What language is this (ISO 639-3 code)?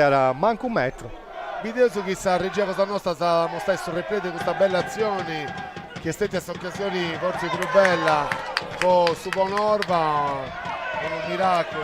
srd